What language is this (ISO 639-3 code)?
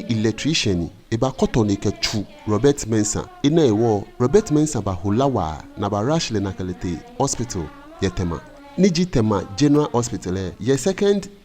gaa